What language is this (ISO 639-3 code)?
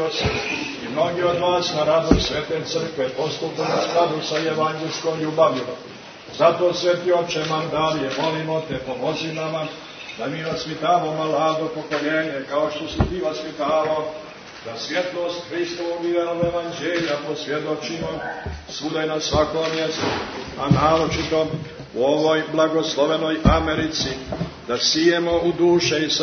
srp